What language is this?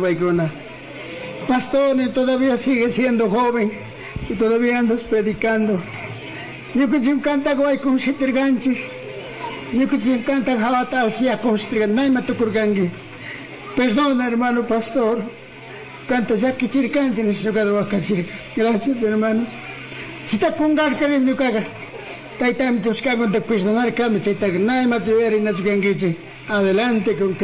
Chimborazo Highland Quichua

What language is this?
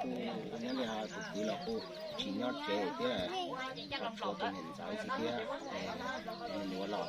Hmong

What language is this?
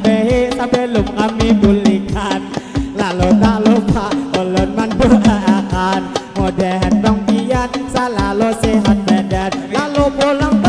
Banjar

